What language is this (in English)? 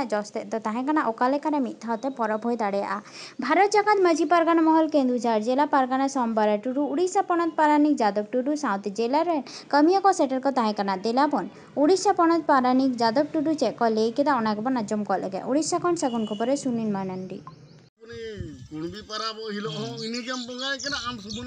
Santali